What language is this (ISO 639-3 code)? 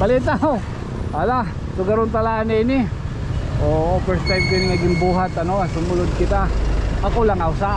war